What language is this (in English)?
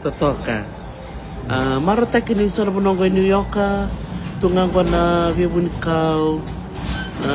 Fijian